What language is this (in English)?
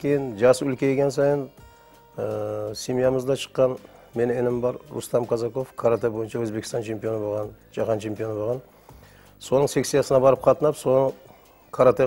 Kara-Kalpak